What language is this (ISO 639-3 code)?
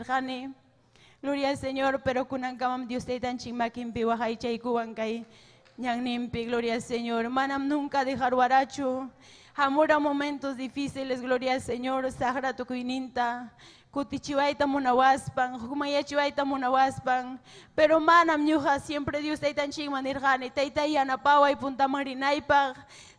quy